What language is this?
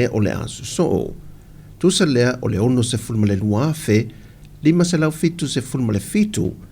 Samoan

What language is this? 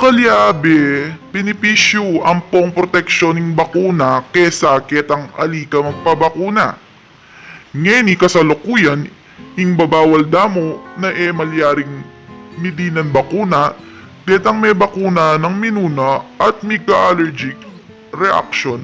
Pampanga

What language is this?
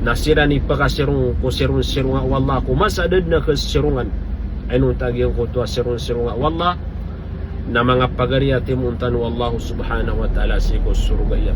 Maranao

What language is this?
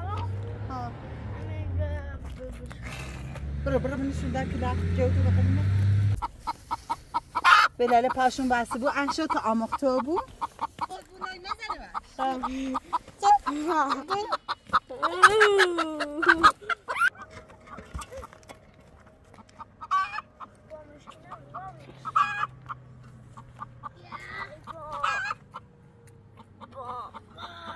Persian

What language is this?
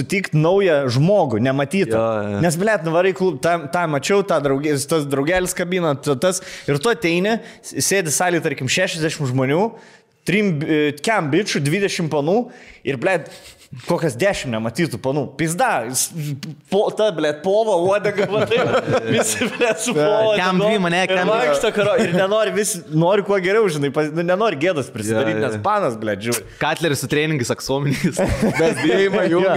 Lithuanian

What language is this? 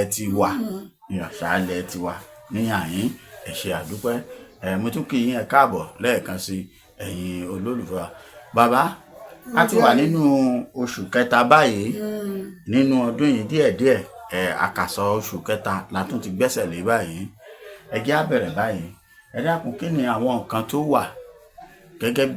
Yoruba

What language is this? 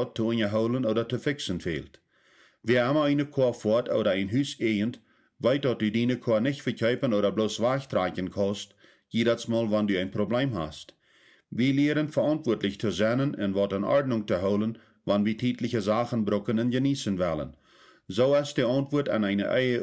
Plautdietsch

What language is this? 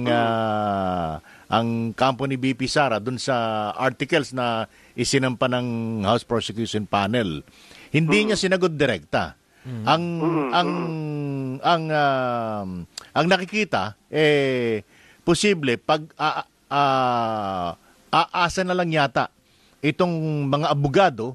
Filipino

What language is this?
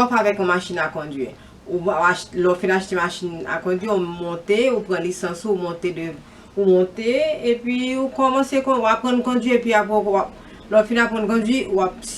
Haitian Creole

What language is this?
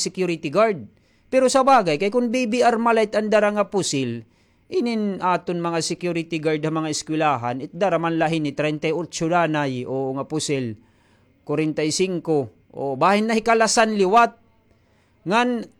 Waray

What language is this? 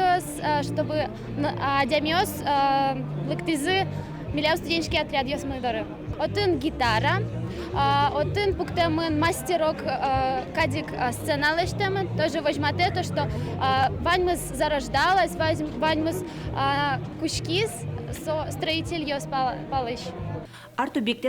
Udmurt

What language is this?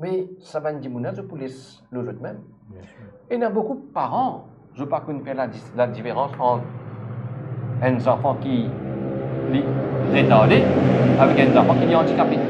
Morisyen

